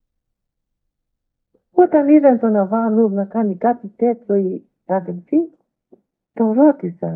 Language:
Greek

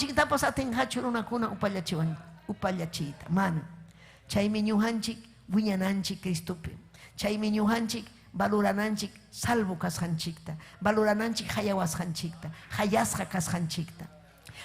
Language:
Ayacucho Quechua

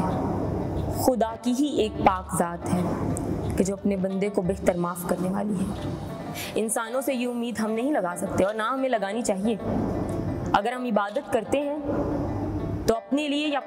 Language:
Hindi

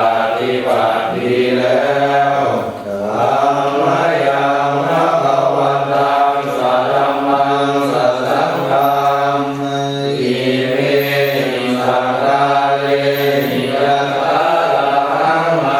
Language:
Pali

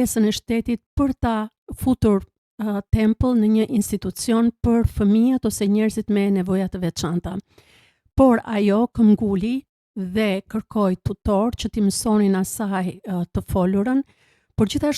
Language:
Albanian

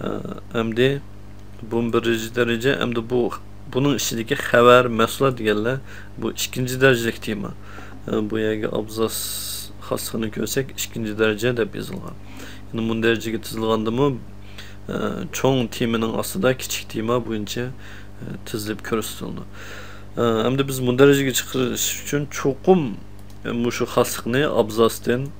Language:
Uyghur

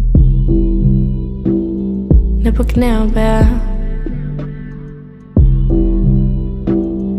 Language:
Norwegian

